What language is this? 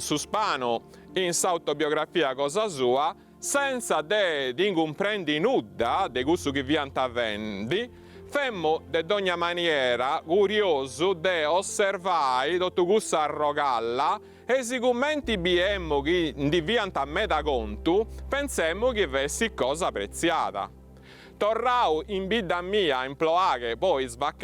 Sardinian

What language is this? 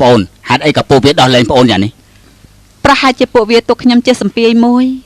Khmer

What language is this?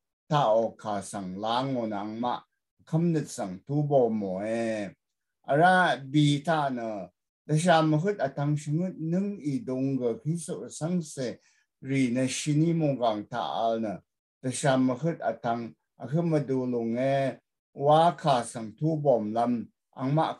Rawang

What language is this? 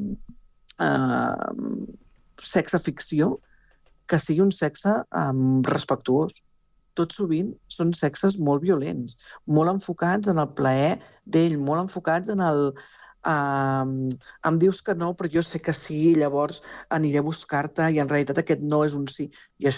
Catalan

